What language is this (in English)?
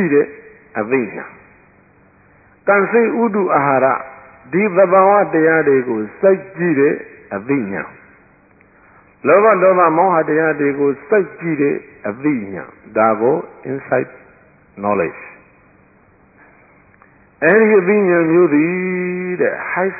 Burmese